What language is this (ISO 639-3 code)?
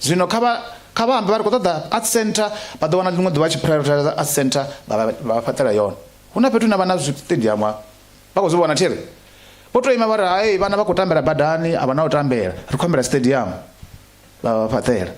ven